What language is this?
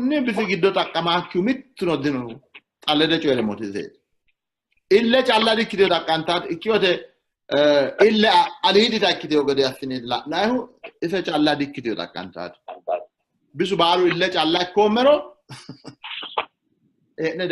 Sidamo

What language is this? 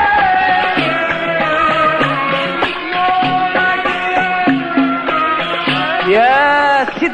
Egyptian Arabic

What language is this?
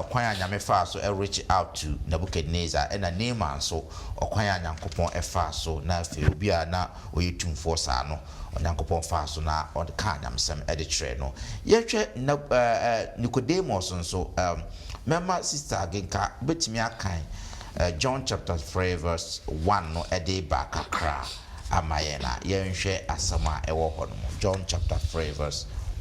Akan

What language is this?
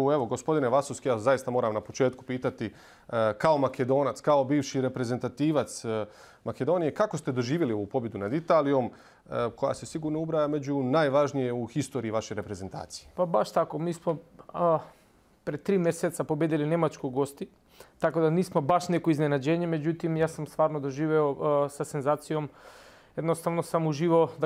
Bosnian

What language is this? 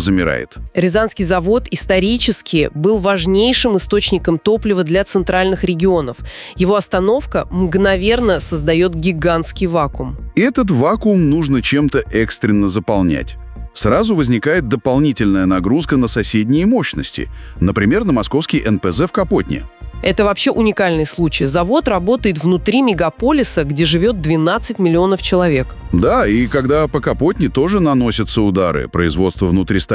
Russian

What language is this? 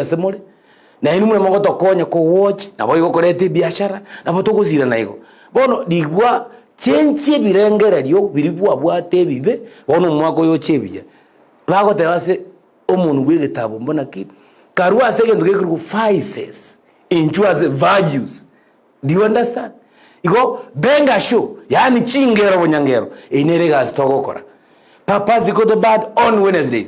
Gusii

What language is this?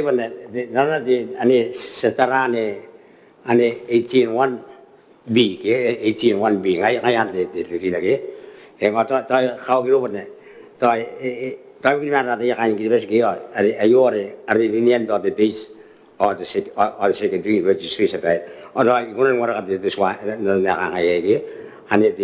Gilbertese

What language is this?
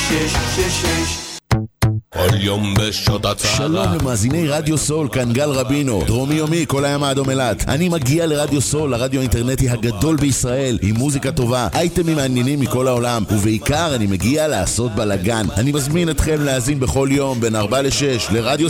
Hebrew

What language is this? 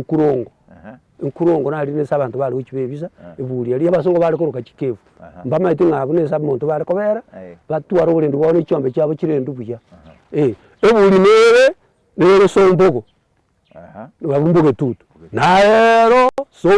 Gusii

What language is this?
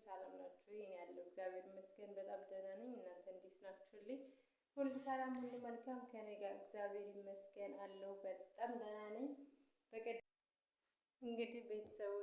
Amharic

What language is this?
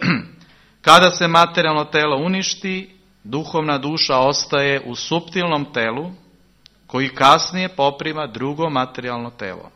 Serbian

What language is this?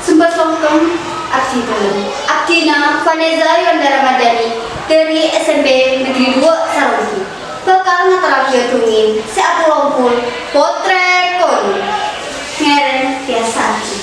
Madurese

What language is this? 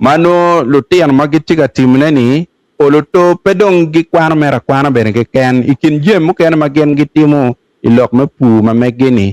Acoli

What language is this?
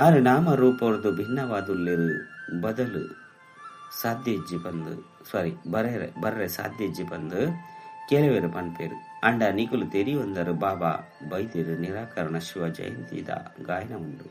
Tulu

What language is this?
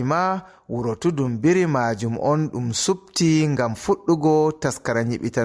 Fula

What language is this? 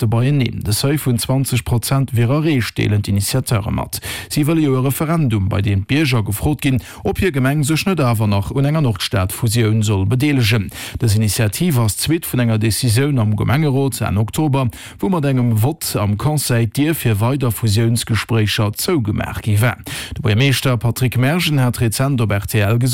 Luxembourgish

